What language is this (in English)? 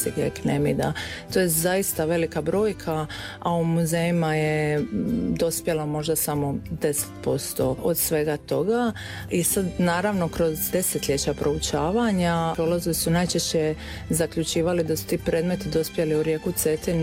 Croatian